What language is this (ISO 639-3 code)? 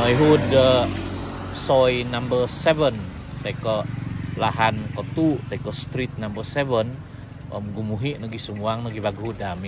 dtp